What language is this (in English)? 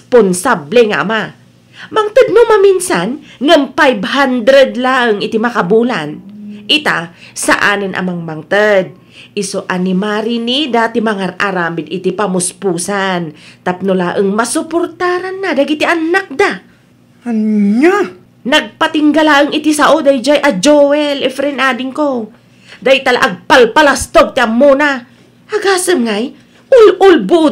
Iloko